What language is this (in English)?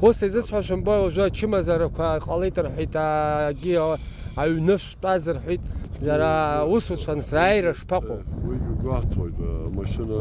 Abkhazian